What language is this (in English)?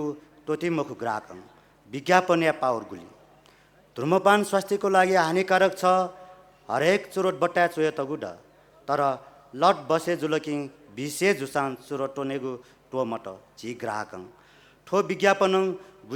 Newari